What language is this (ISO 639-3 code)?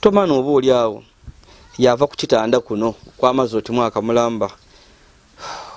lug